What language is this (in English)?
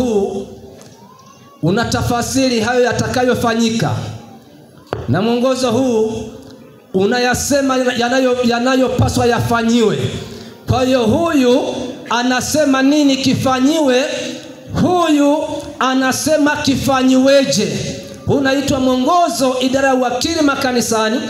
Swahili